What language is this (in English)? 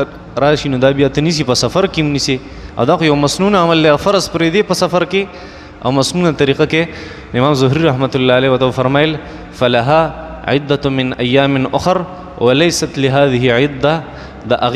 Pashto